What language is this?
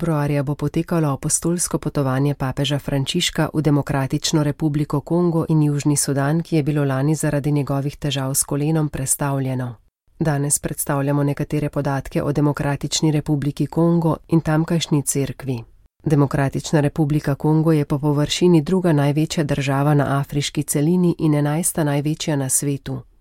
Slovenian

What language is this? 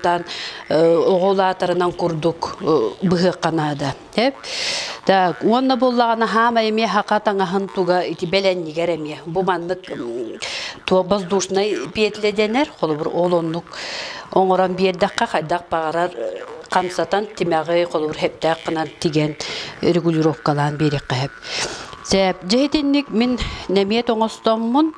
Yakut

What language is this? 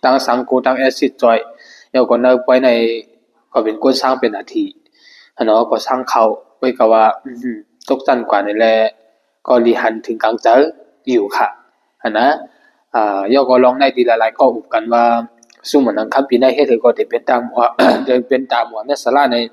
Shan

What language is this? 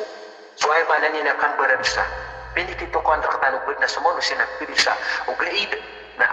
Maranao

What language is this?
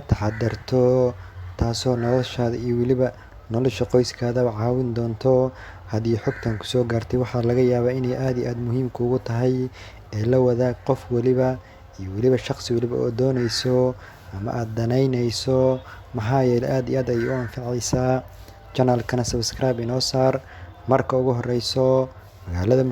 Somali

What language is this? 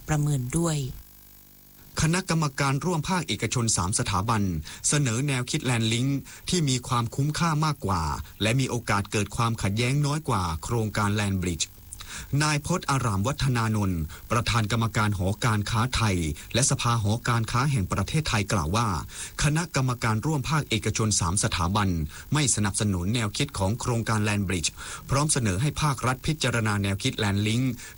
Thai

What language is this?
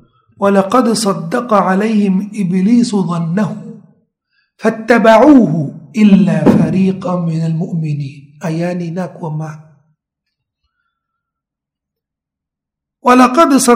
Thai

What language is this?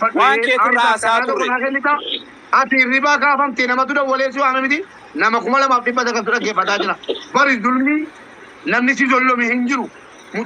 Oromo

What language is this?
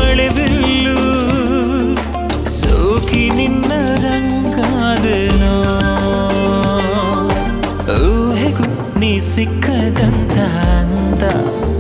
Kannada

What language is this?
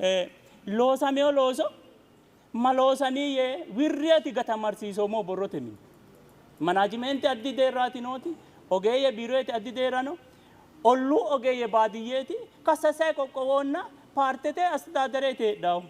Sidamo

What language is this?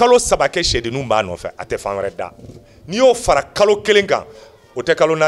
Bambara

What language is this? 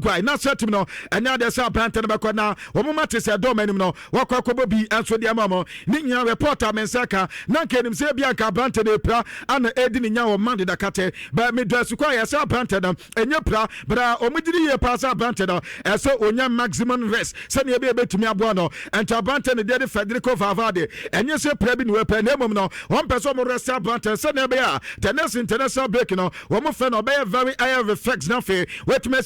Akan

